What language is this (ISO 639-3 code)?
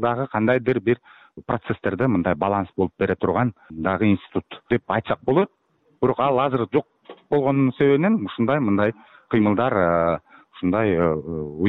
kir